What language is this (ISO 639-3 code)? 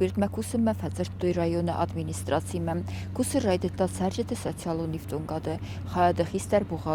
oss